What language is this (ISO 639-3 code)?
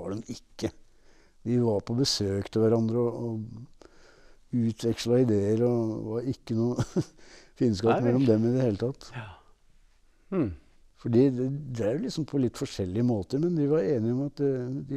nor